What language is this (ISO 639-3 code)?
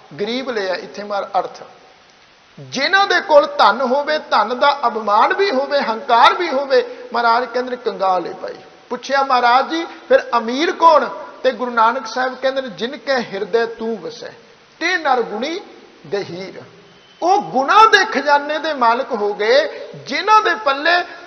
pan